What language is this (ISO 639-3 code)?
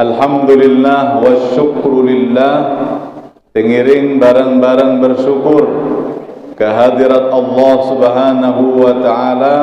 sas